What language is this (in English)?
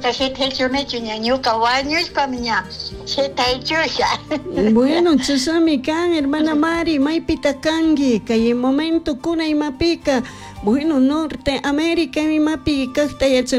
Chimborazo Highland Quichua